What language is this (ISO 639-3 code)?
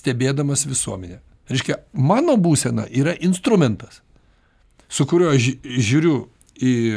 lit